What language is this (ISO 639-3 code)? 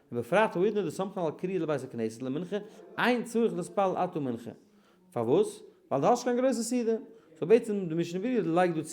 yid